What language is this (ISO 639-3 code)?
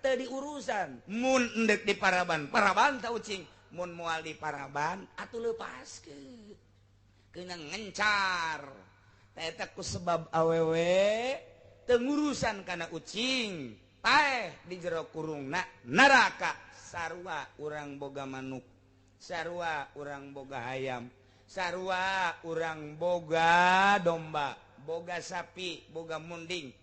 sun